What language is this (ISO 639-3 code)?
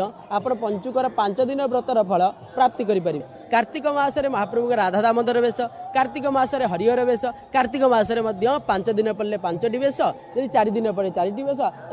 ori